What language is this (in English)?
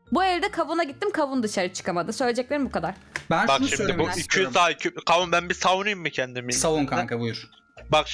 Turkish